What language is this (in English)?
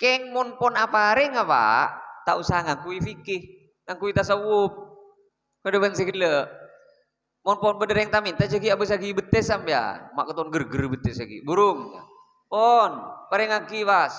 Madurese